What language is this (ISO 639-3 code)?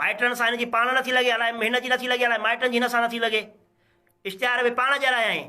snd